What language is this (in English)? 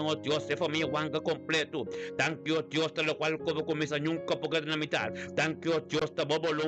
Papiamento